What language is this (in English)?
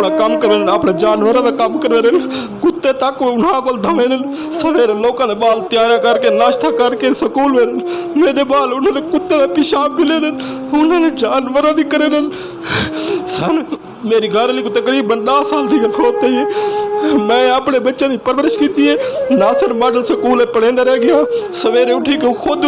Saraiki